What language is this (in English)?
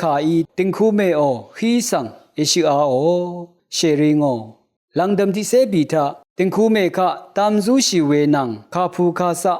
Rawang